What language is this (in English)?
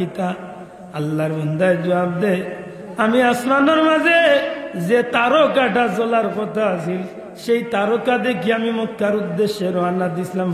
Sylheti